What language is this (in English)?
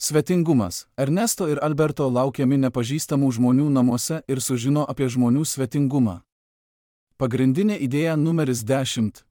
Lithuanian